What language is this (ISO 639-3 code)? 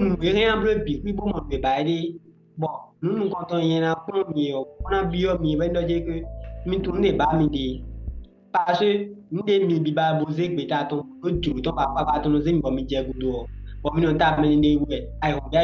fon